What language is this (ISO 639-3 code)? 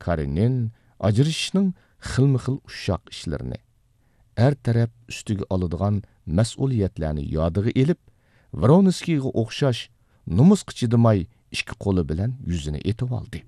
uig